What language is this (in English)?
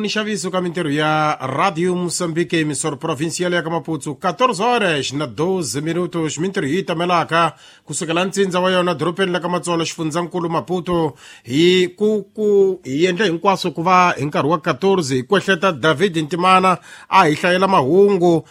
Tsonga